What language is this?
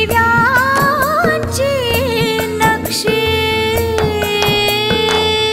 Marathi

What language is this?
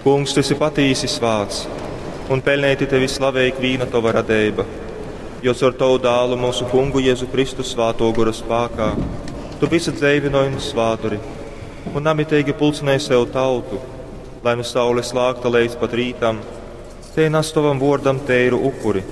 Latgalian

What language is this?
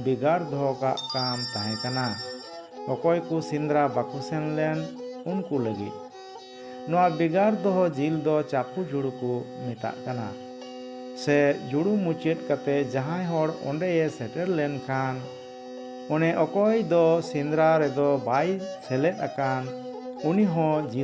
Santali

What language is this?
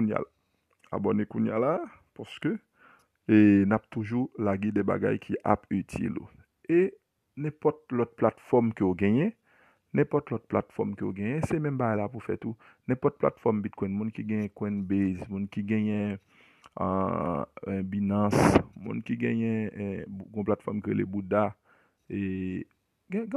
Haitian Creole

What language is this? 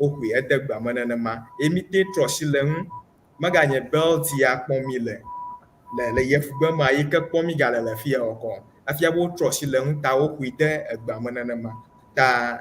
Ewe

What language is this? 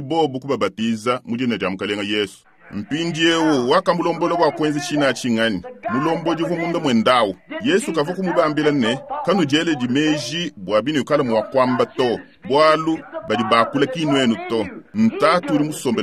Luba-Lulua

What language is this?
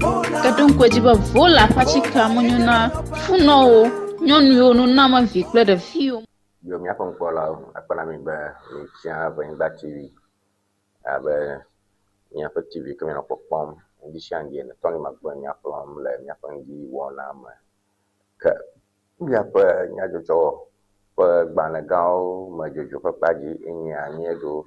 Ewe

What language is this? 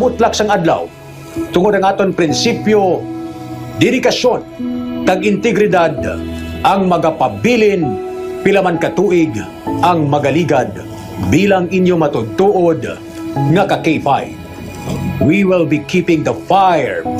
Hiligaynon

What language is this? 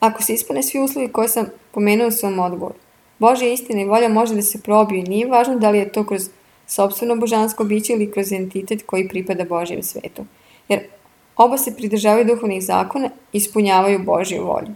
Serbian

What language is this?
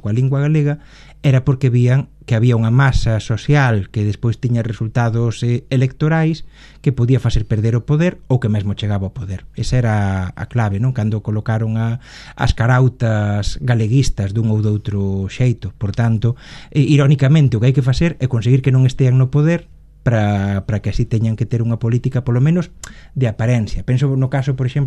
Galician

